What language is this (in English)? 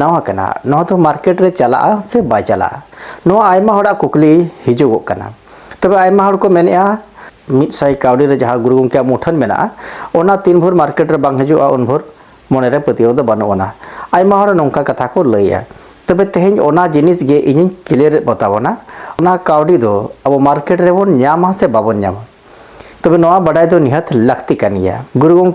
Santali